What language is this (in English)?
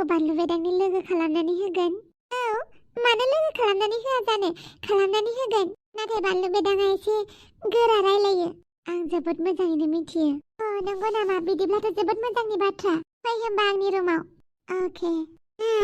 Bodo